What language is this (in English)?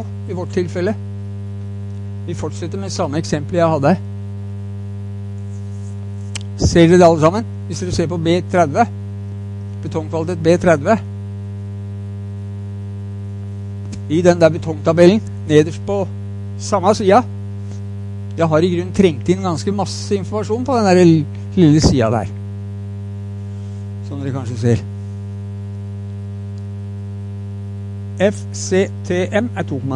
Norwegian